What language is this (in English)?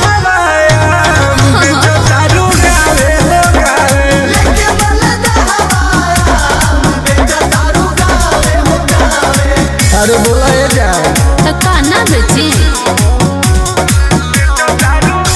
Bhojpuri